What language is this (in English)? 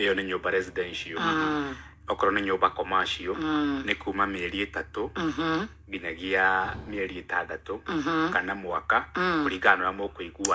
Kikuyu